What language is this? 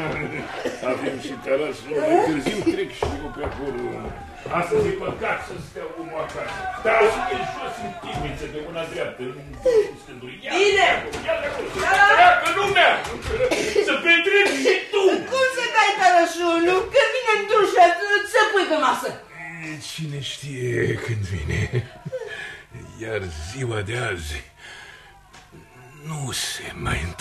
Romanian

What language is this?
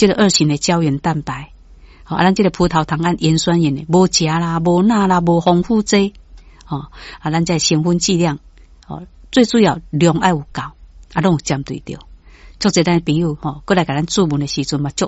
Min Nan Chinese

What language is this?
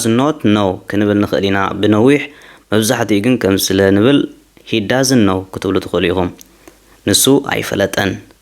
Tigrinya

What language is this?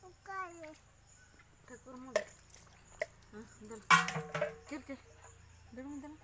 Santali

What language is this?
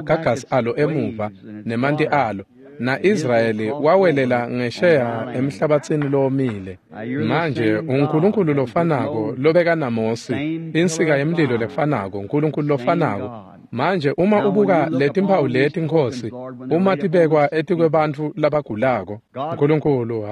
Swati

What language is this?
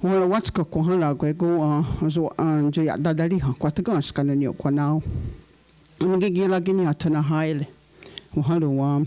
Mohawk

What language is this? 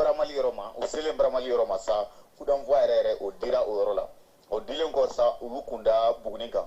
Bambara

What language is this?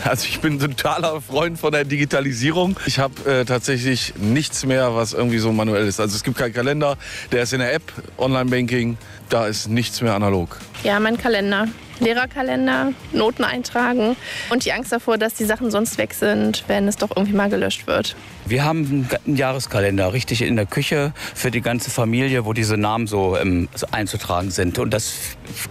German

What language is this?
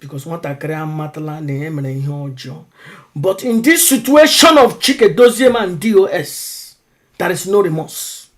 Igbo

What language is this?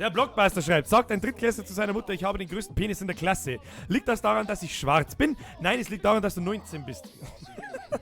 Bavarian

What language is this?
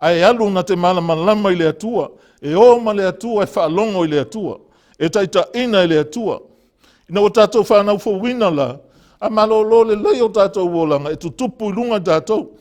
Samoan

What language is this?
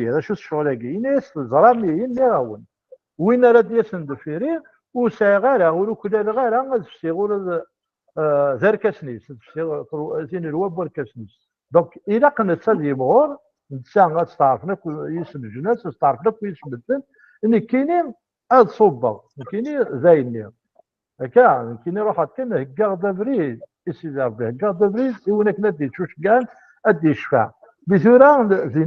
Kabyle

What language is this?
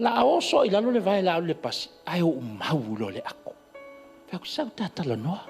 Samoan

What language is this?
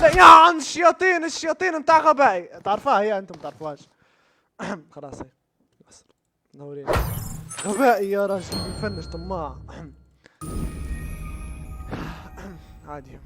Libyan Arabic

